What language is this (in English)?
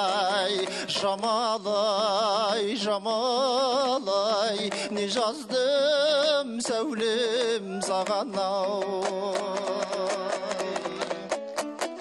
Kazakh